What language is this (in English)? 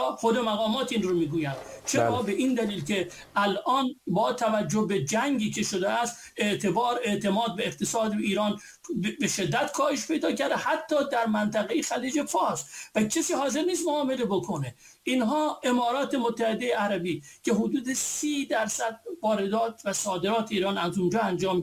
Persian